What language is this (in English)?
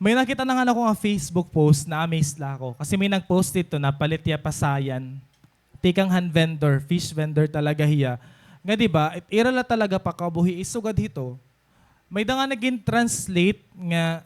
Waray